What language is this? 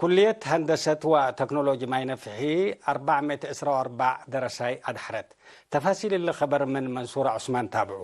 Tigre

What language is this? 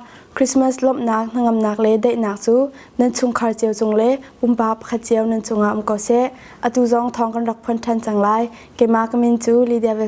Hakha Chin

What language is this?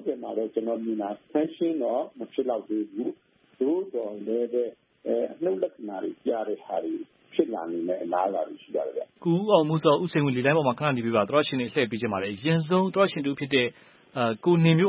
Burmese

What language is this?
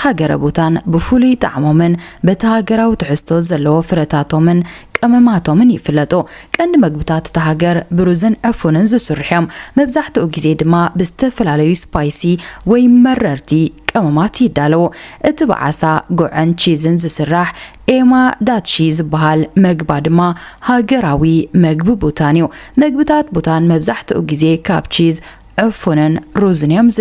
Tigrinya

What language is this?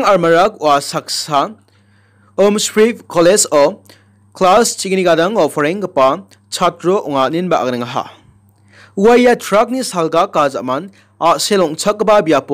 Garo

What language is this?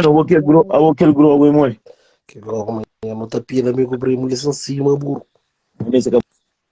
Kabuverdianu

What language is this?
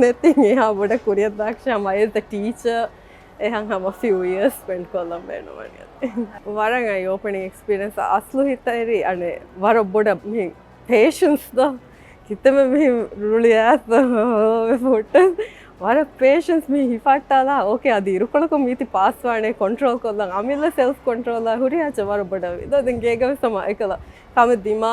Divehi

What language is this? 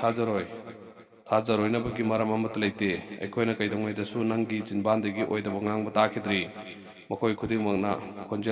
Manipuri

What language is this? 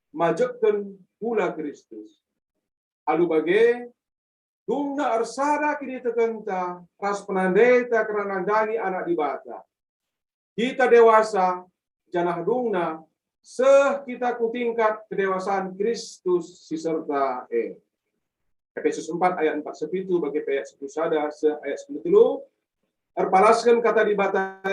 Batak Karo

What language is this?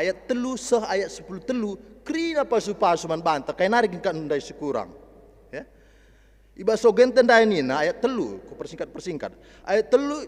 Batak Karo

